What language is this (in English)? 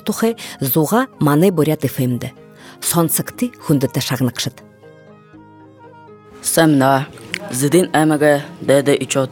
Buriat